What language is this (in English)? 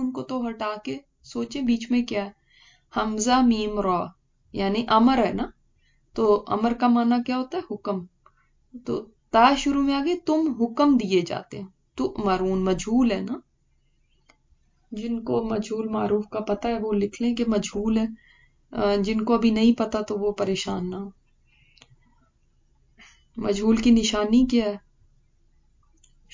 Urdu